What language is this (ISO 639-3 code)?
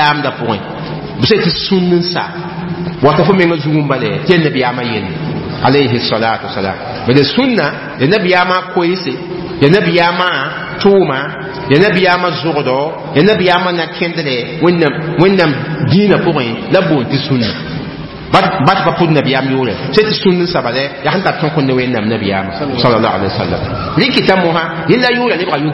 mos